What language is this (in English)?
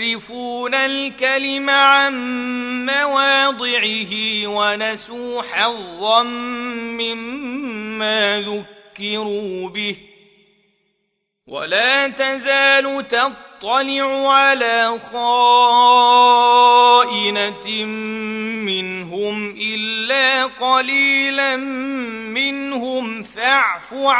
Arabic